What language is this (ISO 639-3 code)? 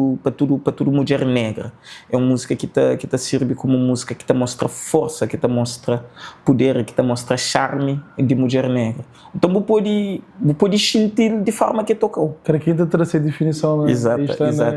kea